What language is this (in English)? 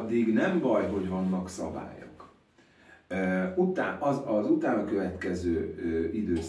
Hungarian